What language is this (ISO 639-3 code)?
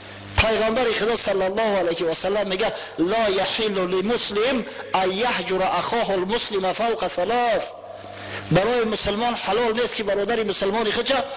tgk